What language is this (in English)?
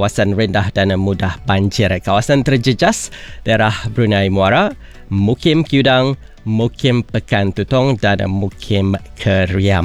Malay